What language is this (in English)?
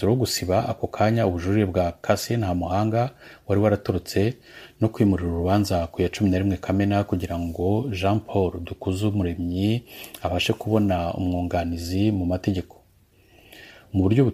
Kinyarwanda